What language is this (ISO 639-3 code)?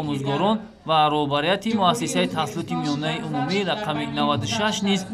tgk